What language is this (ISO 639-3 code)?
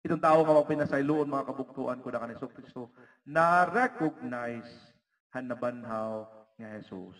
war